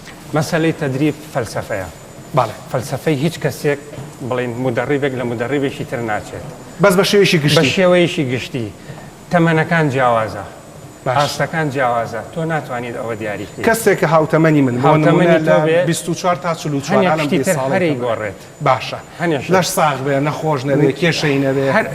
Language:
Central Kurdish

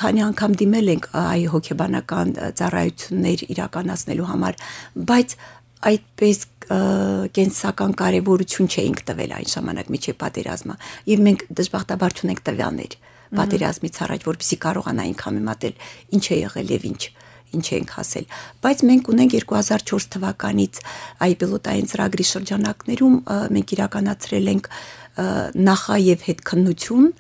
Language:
Armenian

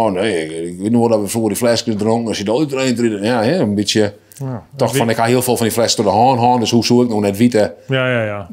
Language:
Western Frisian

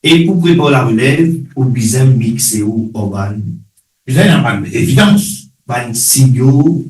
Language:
Morisyen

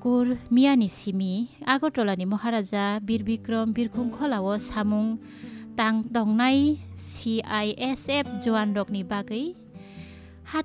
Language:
Kok Borok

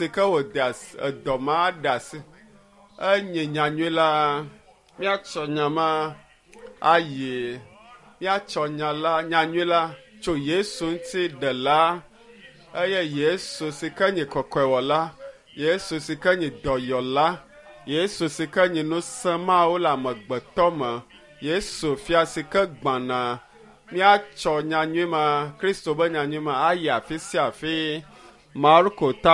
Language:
Ewe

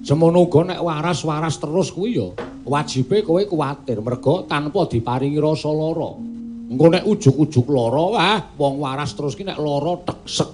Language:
Javanese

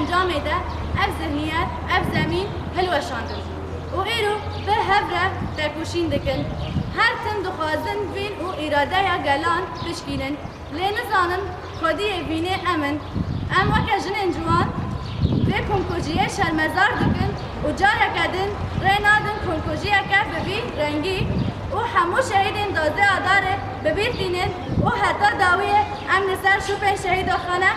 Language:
Kurdish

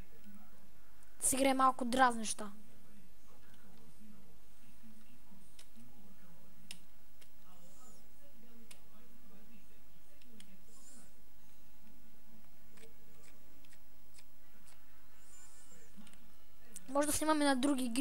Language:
Bulgarian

